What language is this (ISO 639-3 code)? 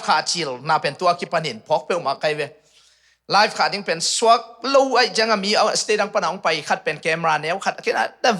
ctd